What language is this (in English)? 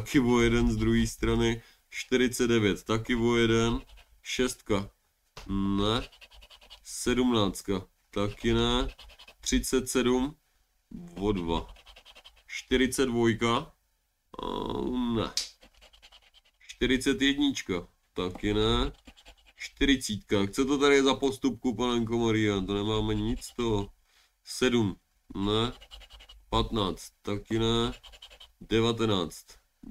Czech